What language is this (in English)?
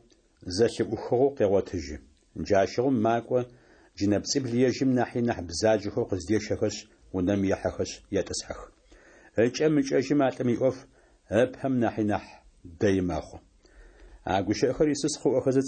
Adyghe